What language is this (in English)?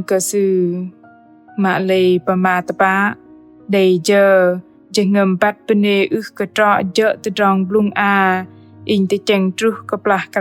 Bahnar